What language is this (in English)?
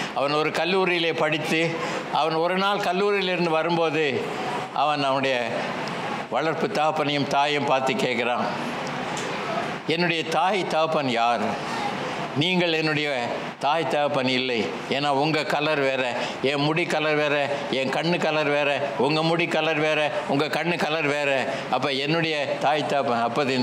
Tamil